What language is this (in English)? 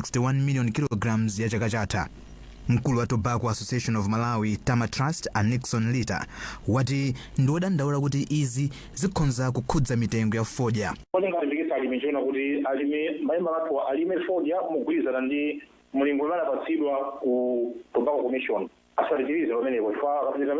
Nyanja